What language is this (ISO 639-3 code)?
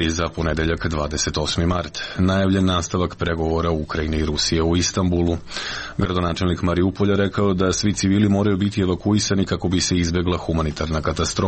srp